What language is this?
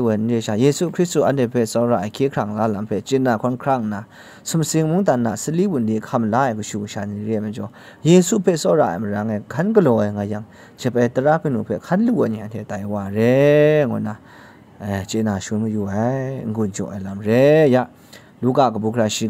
Kachin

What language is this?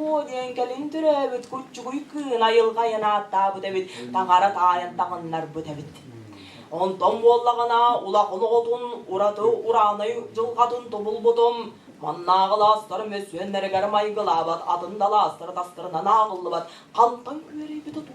Tuvinian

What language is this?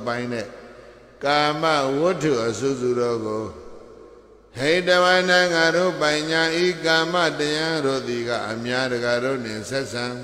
Burmese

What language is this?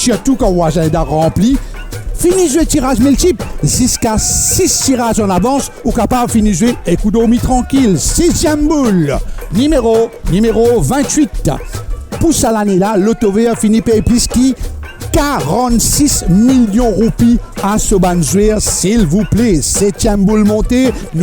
Morisyen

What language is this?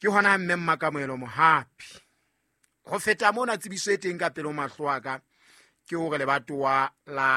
Southern Sotho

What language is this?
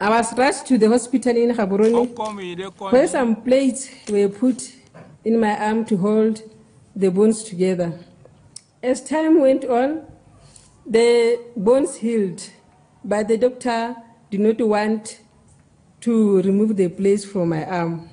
Ewe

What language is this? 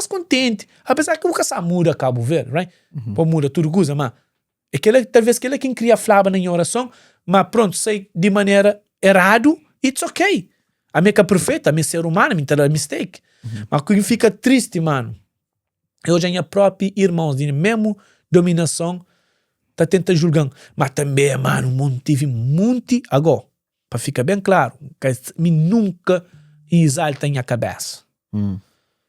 Kabuverdianu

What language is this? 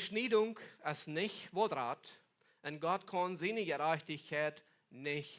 Plautdietsch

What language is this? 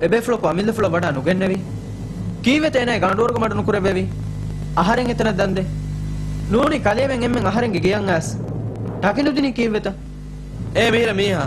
Divehi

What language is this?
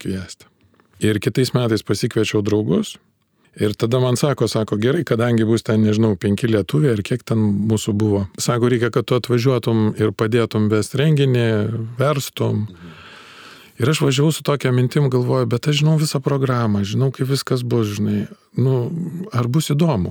Lithuanian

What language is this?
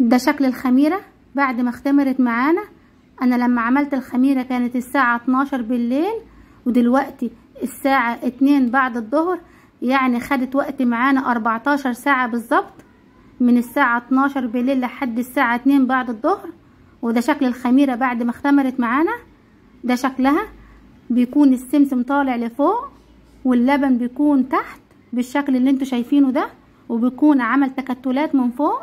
Egyptian Arabic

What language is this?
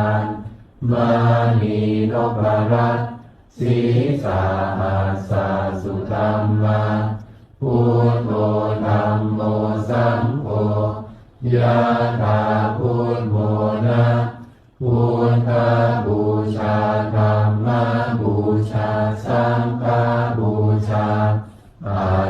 Pali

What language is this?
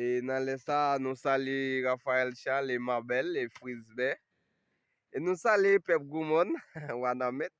Haitian Creole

